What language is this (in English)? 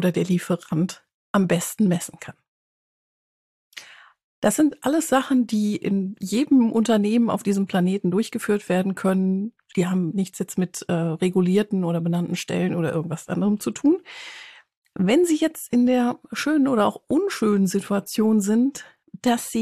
German